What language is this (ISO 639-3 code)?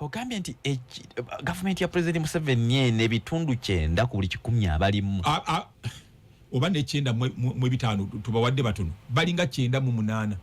lug